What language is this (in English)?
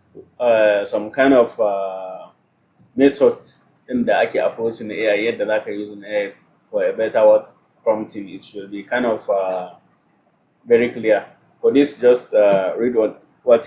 Hausa